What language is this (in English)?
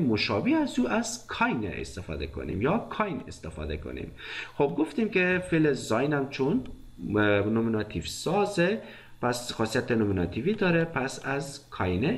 Persian